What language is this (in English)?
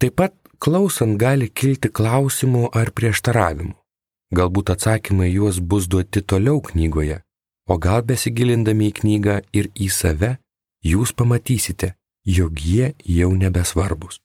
Lithuanian